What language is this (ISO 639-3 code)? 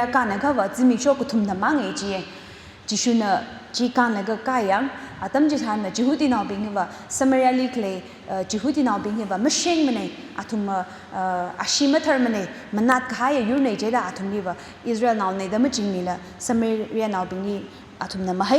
nmf